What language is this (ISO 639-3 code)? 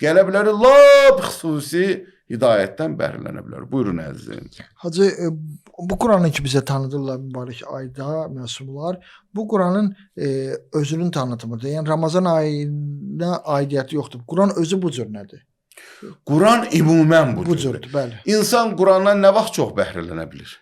aze